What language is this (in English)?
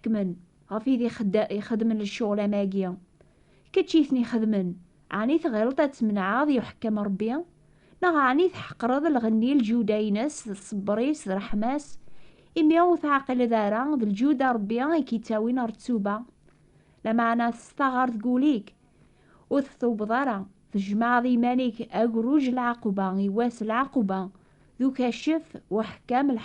Kabyle